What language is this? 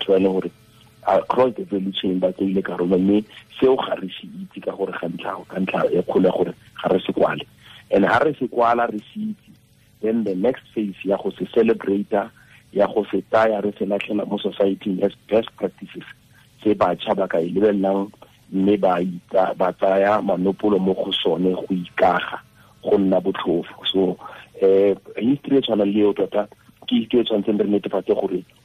Tswana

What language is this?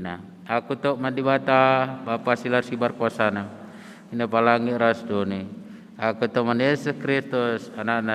Batak Karo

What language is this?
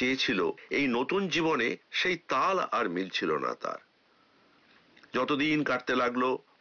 Bangla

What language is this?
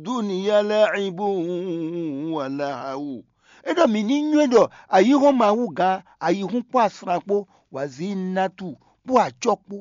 Fon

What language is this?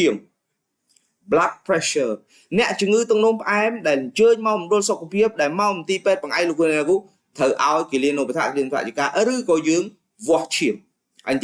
Khmer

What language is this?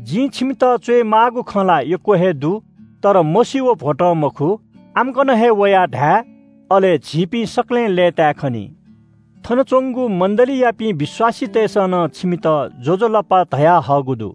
Newari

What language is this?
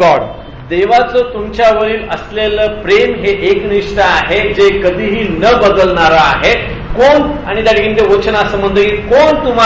Marathi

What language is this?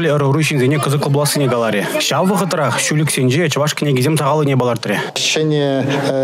Chuvash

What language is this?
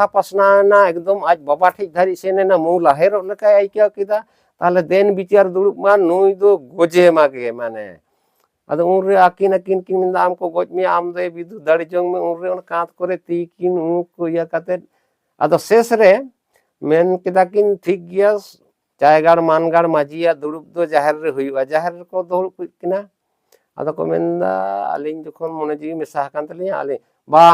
Santali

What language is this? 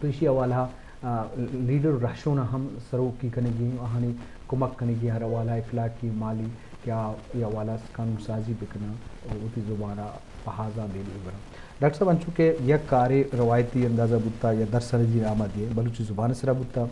Eastern Balochi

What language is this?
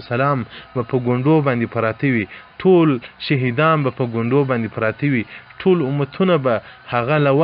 Pashto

